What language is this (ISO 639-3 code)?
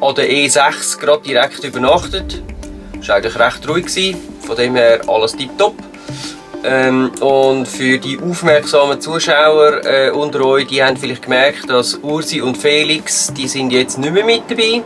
gsw